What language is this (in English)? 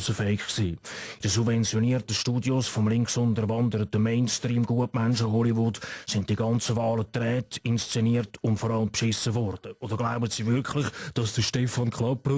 Swiss German